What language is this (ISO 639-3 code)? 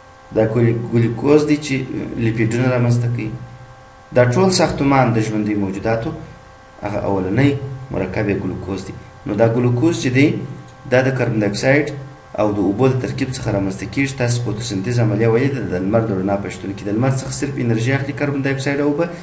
pus